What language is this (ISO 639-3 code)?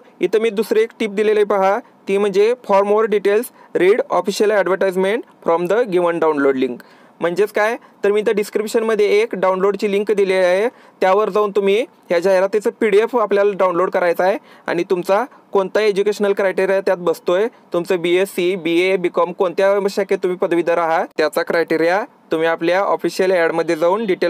mar